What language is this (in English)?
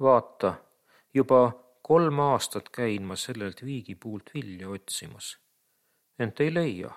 Estonian